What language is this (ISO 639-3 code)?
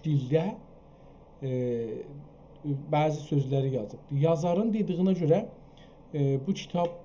azb